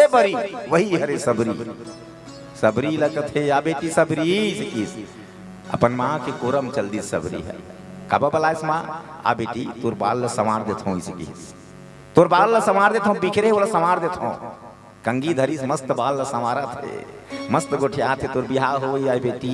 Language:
Chhattisgarhi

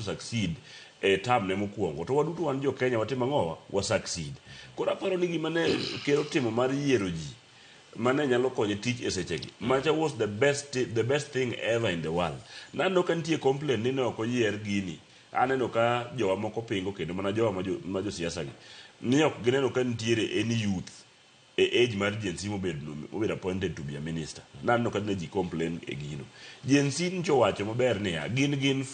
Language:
Luo (Kenya and Tanzania)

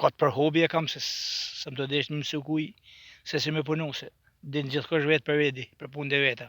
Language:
Albanian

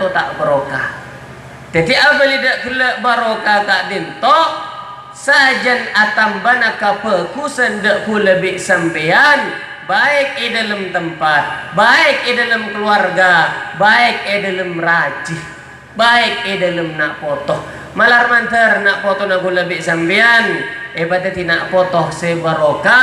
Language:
Madurese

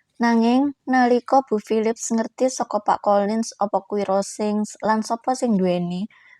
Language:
Javanese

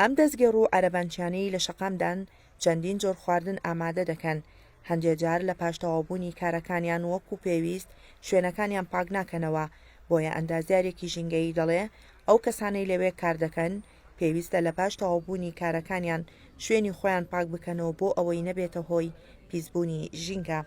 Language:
Central Kurdish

